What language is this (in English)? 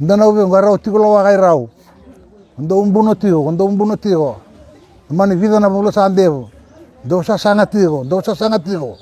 Fijian